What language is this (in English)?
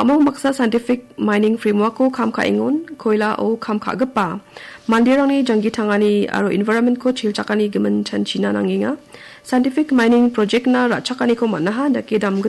Garo